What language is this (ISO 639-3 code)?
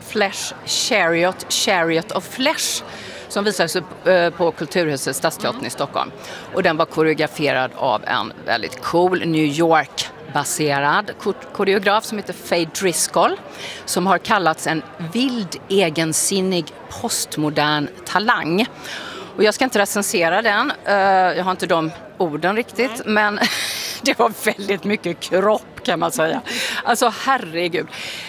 swe